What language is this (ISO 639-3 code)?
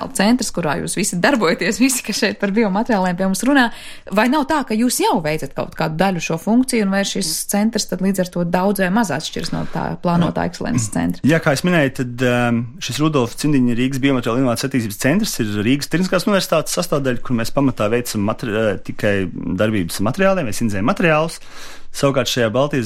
lav